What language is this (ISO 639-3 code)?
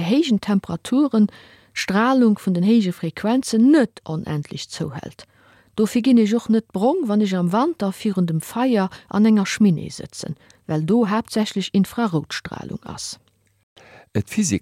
ltz